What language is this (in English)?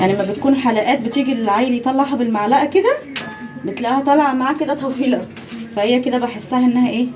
Egyptian Arabic